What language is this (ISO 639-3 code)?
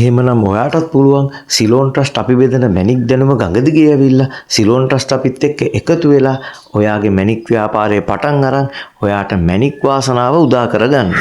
sin